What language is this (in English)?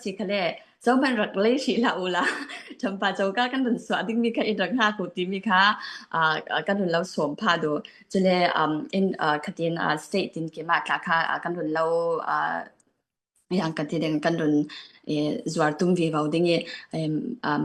Falam Chin